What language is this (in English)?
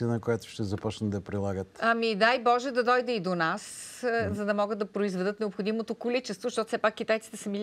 Bulgarian